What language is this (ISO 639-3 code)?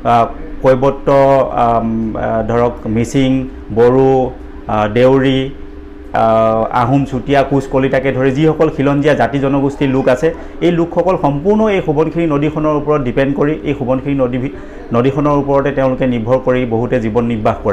asm